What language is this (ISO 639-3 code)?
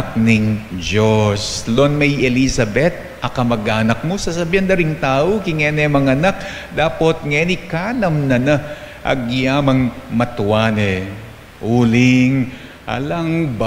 pam